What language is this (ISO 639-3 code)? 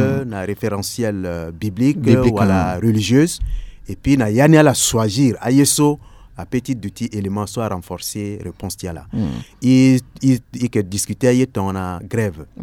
sag